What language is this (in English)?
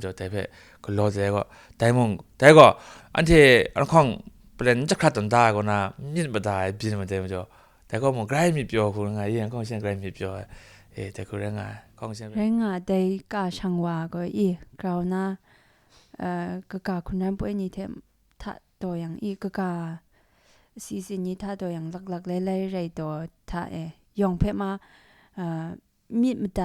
Kachin